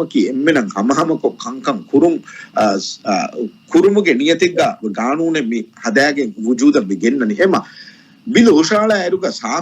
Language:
Divehi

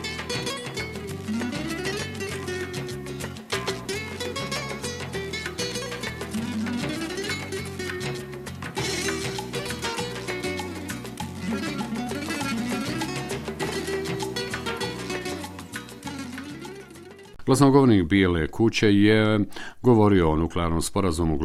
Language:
Bosnian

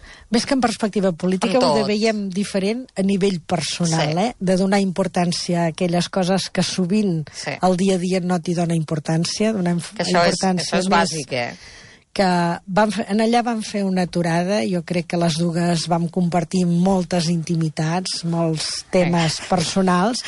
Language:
Catalan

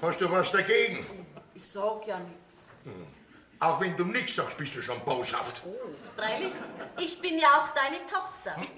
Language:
Bavarian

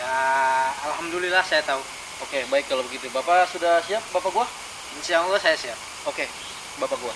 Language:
Betawi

